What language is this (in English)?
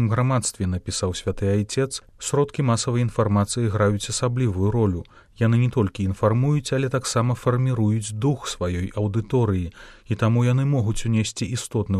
Belarusian